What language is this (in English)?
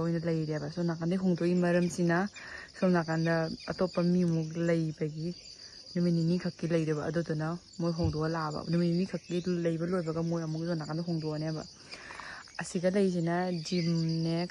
Manipuri